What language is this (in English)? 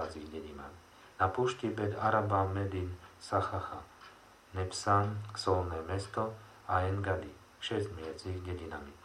Slovak